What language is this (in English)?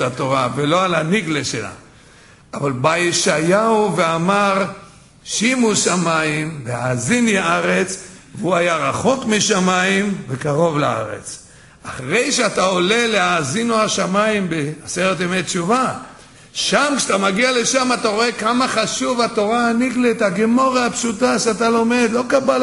Hebrew